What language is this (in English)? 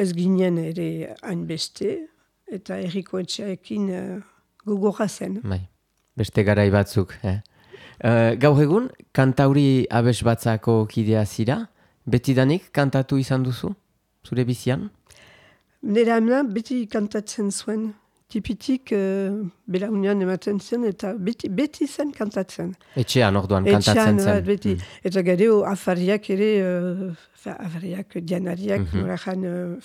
Basque